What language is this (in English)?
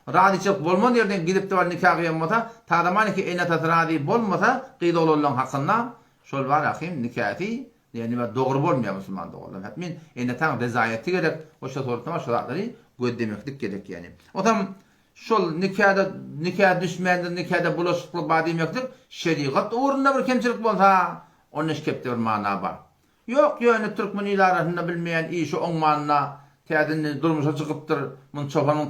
Turkmen